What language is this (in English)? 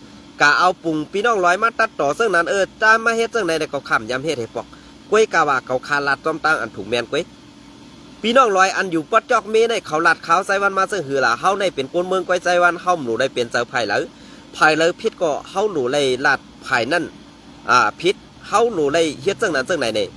Shan